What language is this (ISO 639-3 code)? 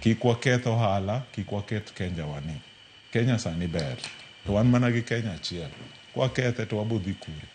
luo